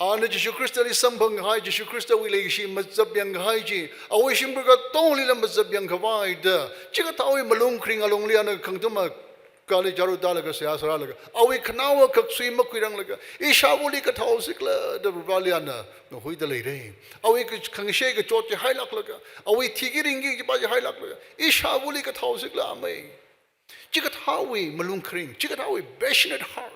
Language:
Tangkhul Naga (India)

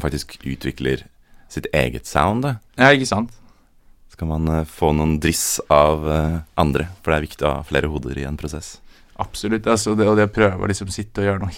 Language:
Norwegian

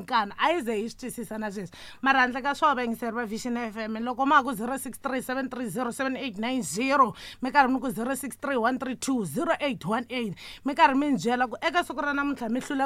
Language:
Tsonga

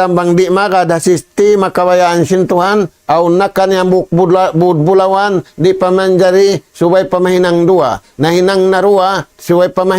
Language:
Tausug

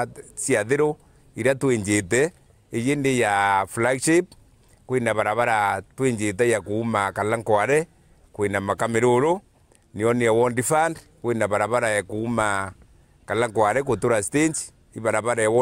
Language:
Meru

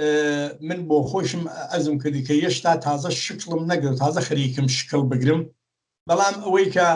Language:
Central Kurdish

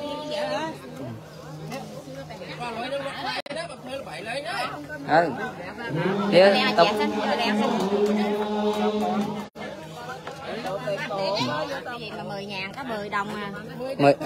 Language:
Vietnamese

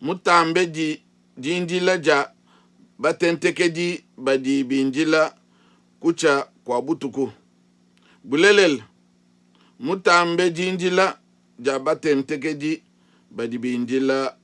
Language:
Luba-Lulua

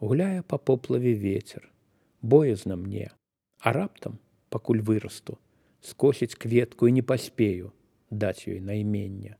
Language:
Belarusian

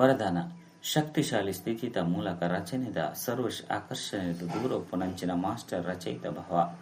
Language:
Tulu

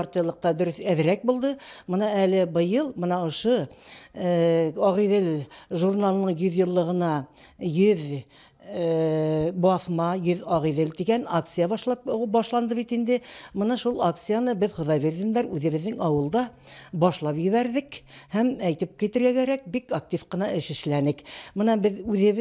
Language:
Bashkir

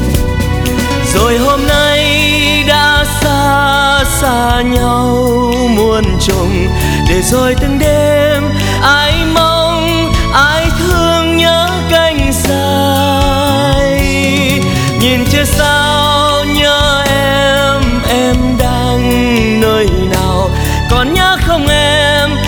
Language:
Vietnamese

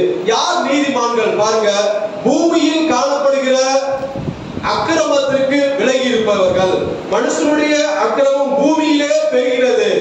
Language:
Tamil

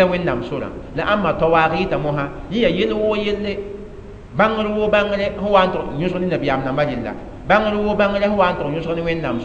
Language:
Mossi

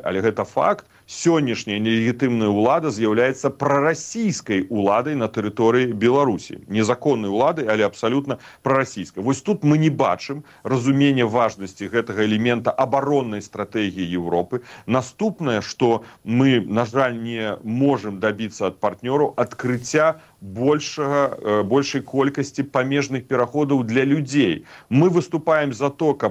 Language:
Belarusian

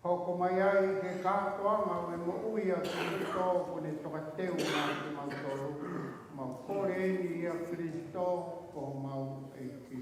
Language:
Tongan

